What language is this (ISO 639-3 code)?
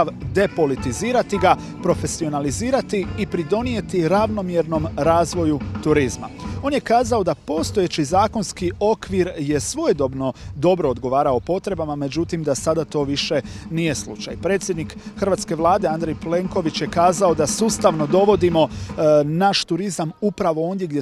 hrv